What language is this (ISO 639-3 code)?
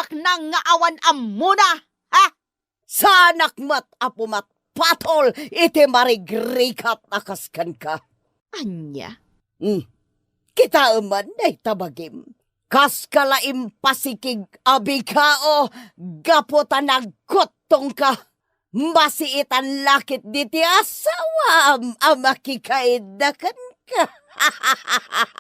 ilo